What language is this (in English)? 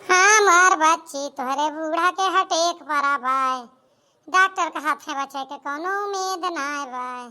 Awadhi